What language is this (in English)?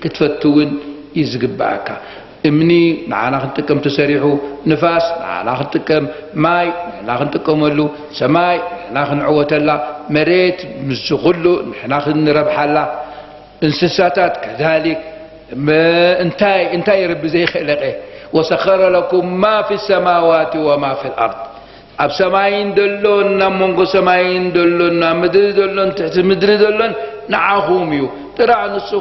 Tigrinya